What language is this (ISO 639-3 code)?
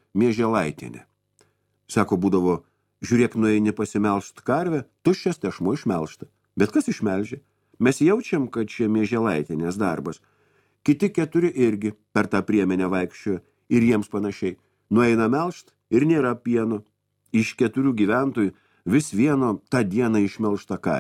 lit